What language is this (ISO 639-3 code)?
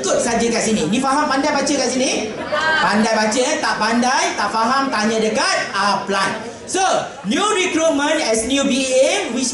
msa